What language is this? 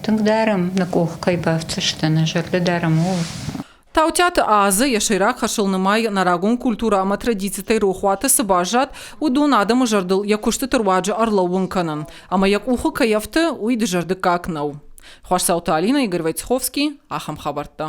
Ossetic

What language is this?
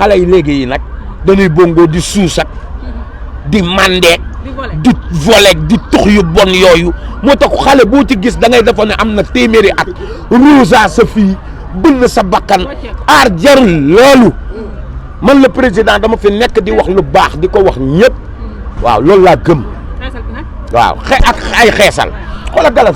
Wolof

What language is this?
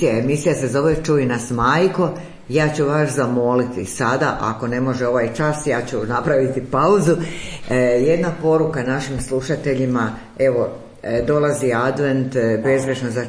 Croatian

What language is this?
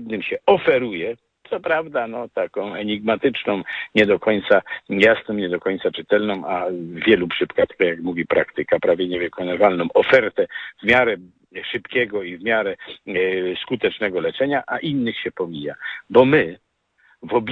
Polish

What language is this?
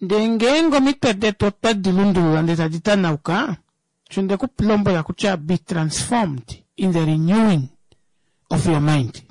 Kuanyama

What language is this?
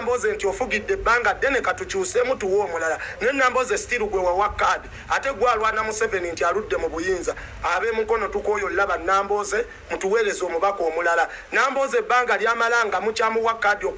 Ganda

